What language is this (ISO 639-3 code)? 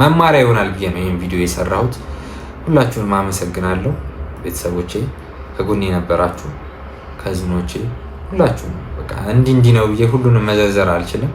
amh